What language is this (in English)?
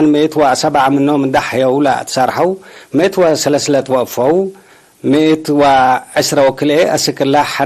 Tigre